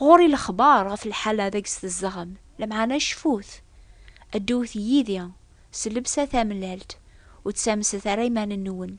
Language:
Kabyle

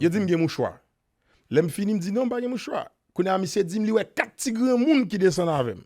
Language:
Haitian Creole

